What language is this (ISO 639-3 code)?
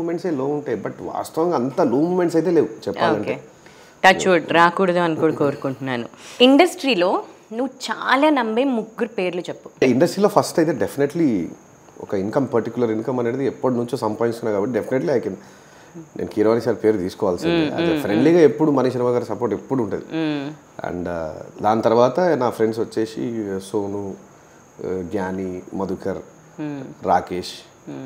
tel